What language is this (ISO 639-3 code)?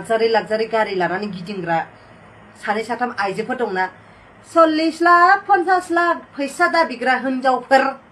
brx